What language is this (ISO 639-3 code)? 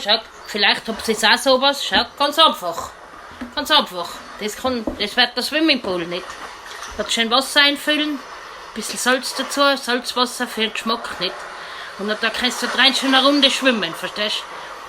bar